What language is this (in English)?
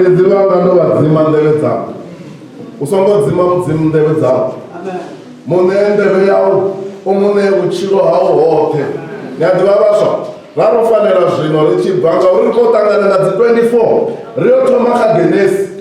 Venda